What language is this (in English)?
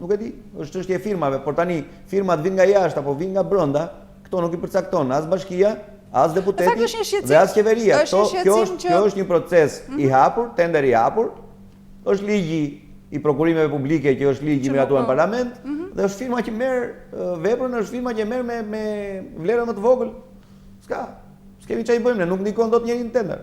Albanian